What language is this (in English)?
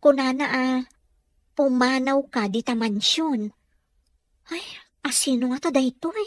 Iloko